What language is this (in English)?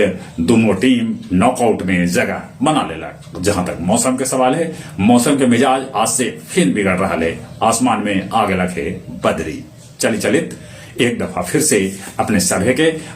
Magahi